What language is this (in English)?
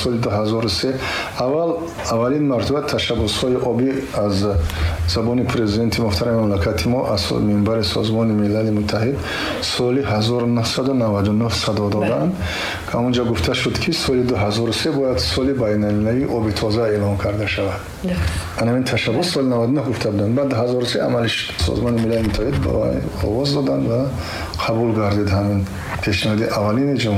Tajik